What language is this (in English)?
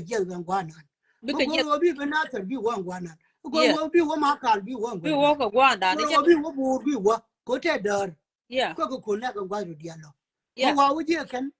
Nuer